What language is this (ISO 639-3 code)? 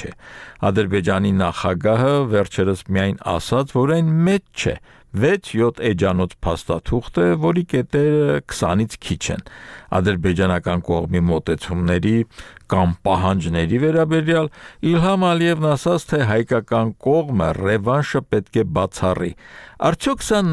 hye